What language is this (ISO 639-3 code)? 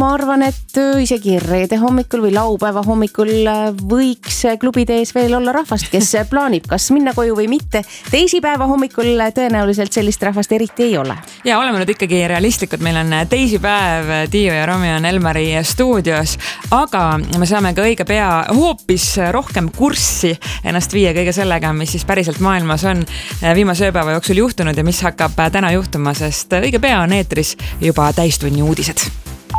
est